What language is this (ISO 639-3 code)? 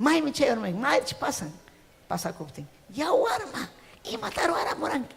quy